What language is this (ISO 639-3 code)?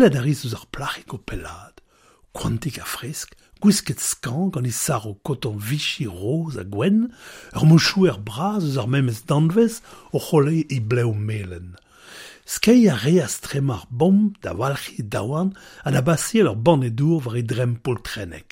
bre